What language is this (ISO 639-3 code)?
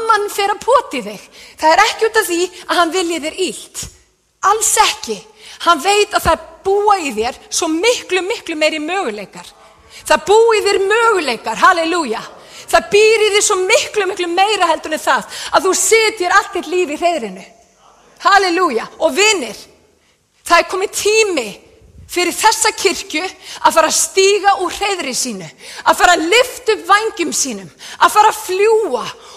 isl